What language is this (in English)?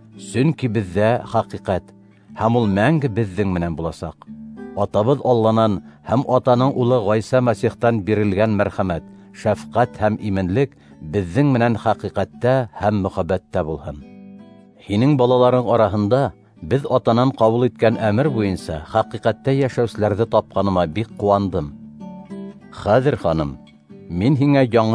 Bashkir